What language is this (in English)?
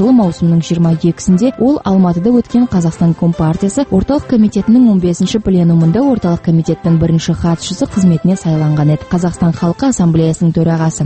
Kazakh